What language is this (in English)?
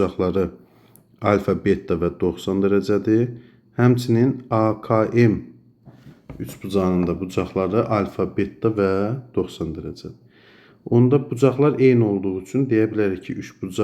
Azerbaijani